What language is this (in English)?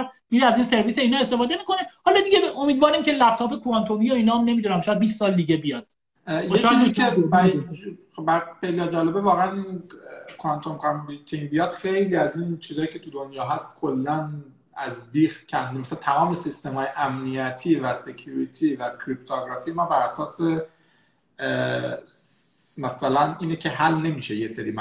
Persian